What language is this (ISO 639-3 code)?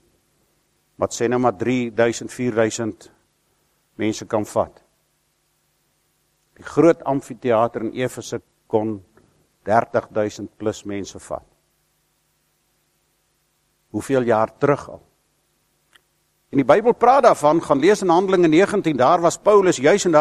afr